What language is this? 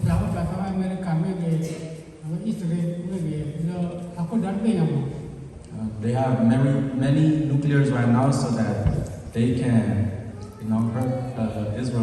S'gaw Karen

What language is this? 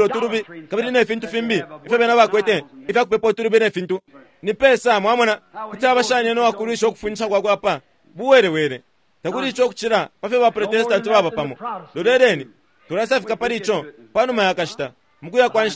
Bemba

